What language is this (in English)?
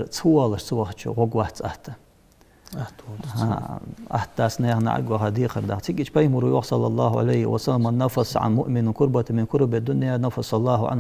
Ingush